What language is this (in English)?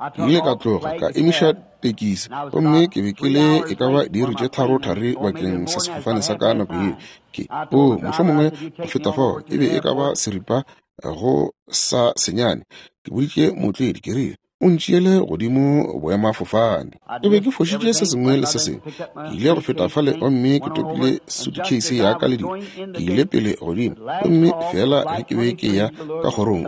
Northern Sotho